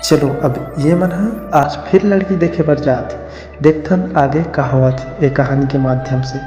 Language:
Chhattisgarhi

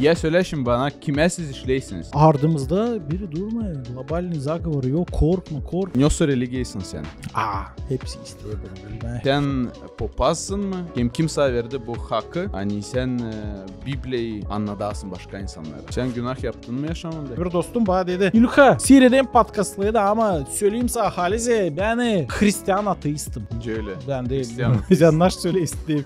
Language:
Gagauz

